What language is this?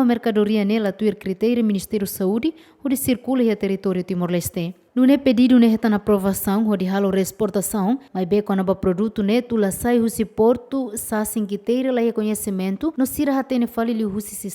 Tetum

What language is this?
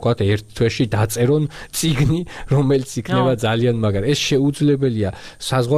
Georgian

